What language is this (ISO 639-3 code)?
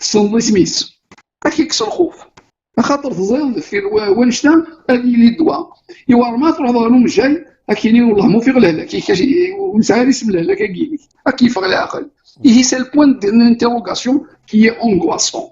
kab